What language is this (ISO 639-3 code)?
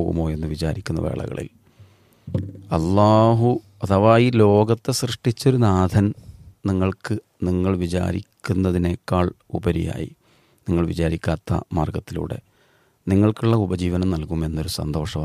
mal